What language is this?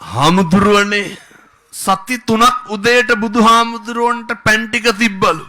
Sinhala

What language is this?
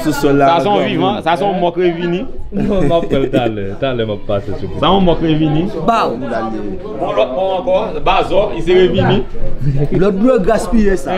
Haitian Creole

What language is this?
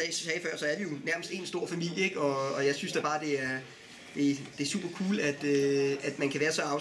Danish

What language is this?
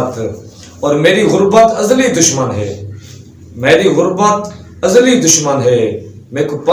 Saraiki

